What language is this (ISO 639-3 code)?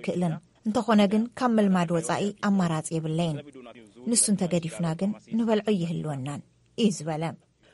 tir